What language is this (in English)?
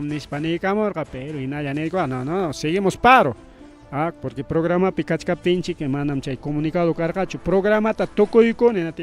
Ayacucho Quechua